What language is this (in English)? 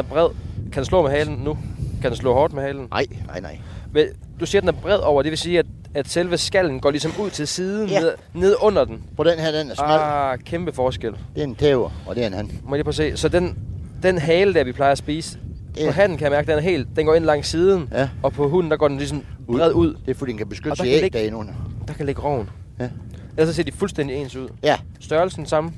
Danish